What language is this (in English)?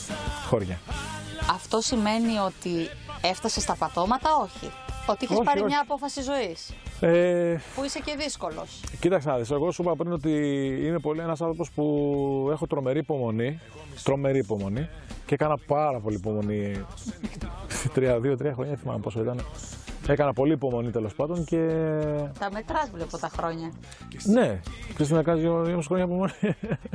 Greek